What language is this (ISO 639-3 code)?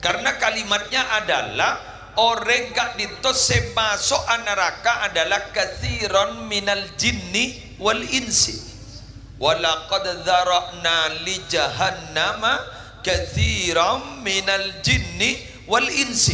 mad